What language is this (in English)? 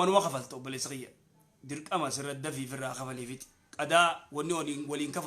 Oromo